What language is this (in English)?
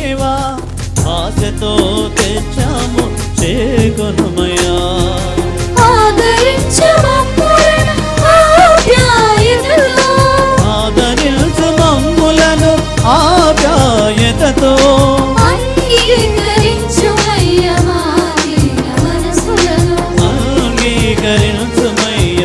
Telugu